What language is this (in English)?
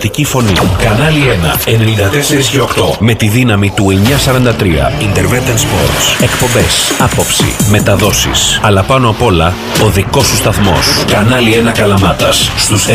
Greek